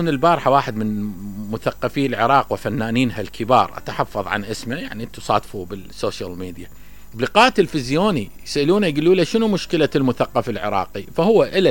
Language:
Mesopotamian Arabic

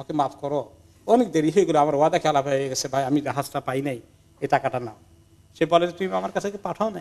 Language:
Bangla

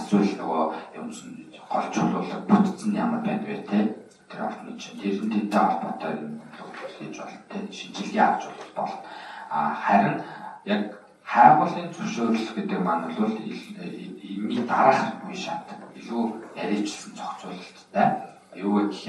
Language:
Mongolian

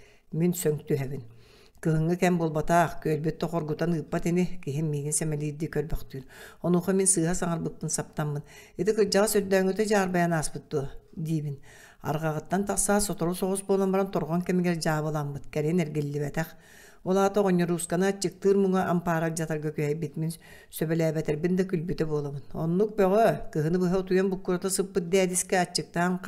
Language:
Yakut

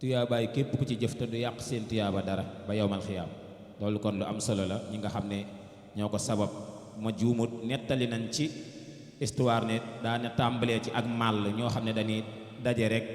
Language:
Wolof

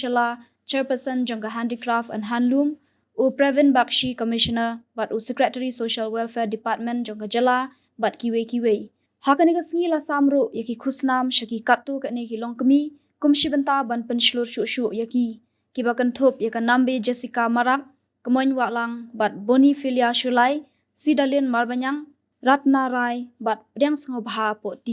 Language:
Khasi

